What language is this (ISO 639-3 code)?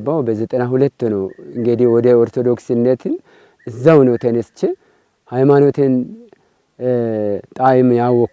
amh